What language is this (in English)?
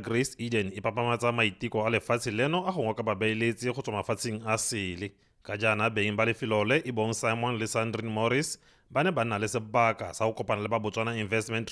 Tswana